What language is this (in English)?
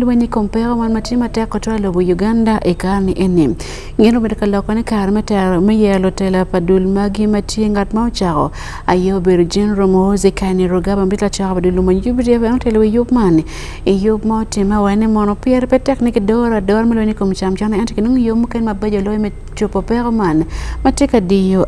Acoli